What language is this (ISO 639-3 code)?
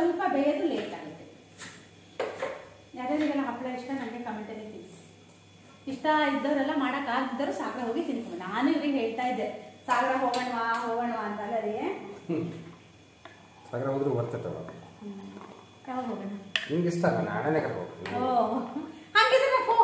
kan